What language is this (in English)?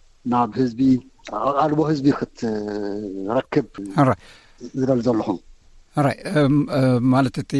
Tigrinya